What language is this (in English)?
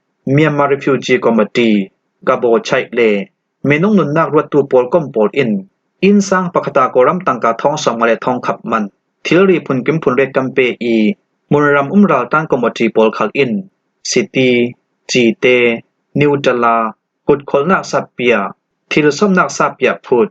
Falam Chin